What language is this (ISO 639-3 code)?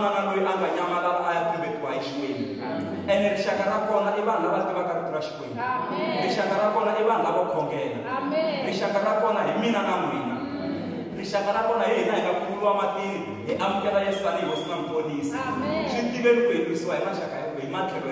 tso